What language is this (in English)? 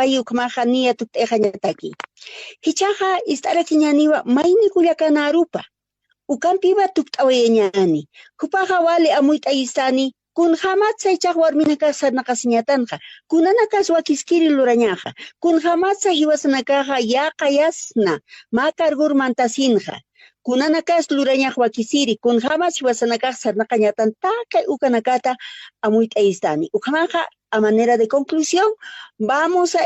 Aymara